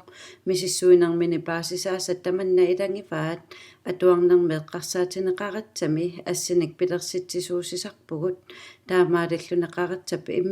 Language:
Kalaallisut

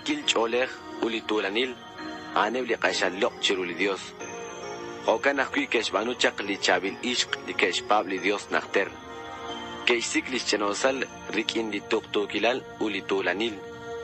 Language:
Kekchí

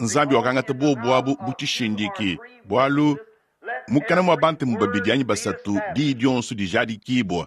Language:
Luba-Lulua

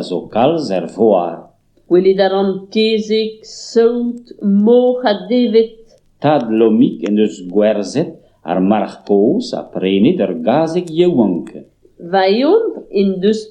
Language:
Breton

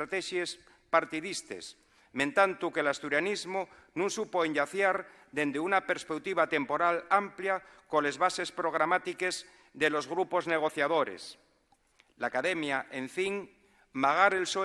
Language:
Asturian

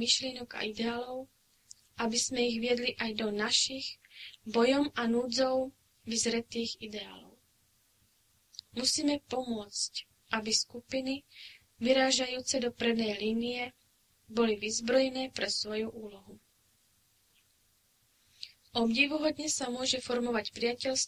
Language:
Slovak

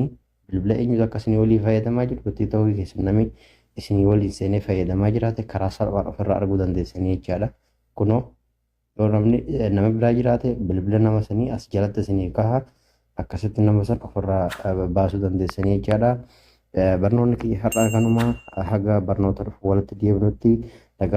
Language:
Oromo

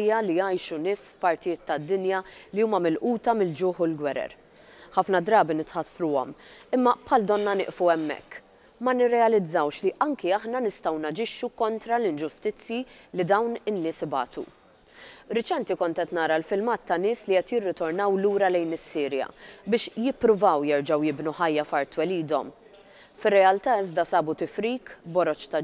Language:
Maltese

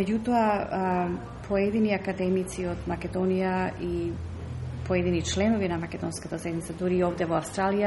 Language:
Macedonian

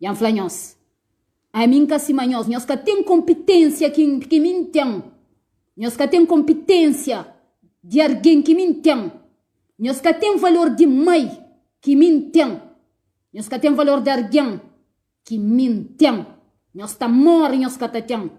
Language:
Kabuverdianu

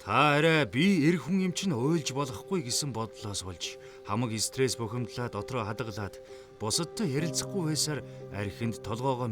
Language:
Mongolian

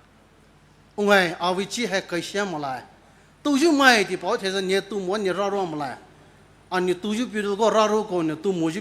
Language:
Poumei Naga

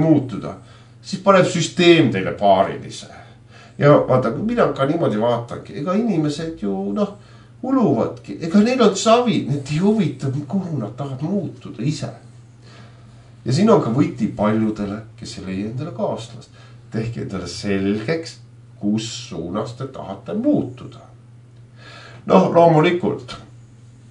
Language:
Estonian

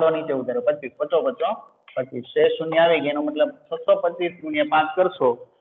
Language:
Gujarati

